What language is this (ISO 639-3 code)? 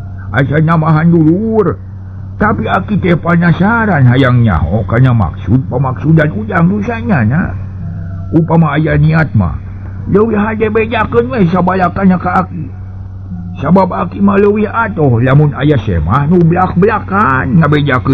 sun